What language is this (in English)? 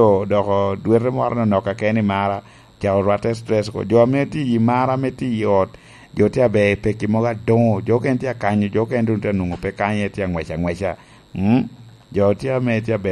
Lango (Uganda)